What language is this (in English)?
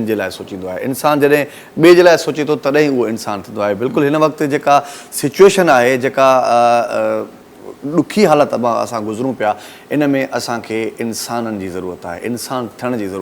Sindhi